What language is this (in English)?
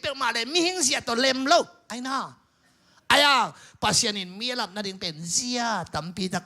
Tedim Chin